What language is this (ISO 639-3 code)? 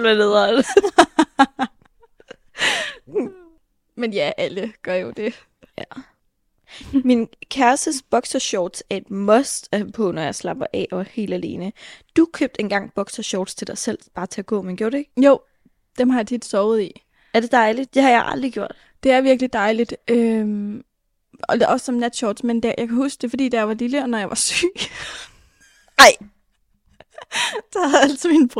dan